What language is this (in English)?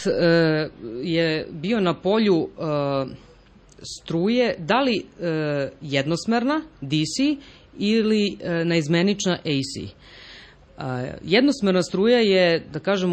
Serbian